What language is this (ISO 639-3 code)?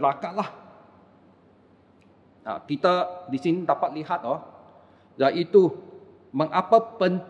msa